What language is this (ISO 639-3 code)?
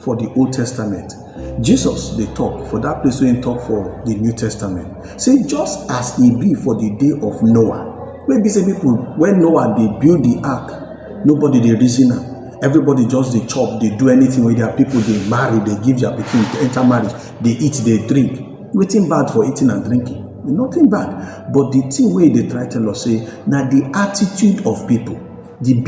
pcm